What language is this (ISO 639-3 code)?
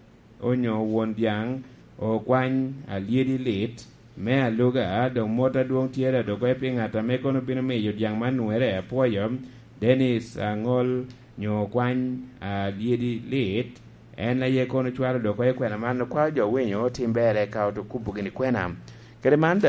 laj